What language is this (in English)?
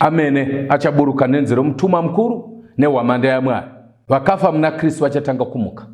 Shona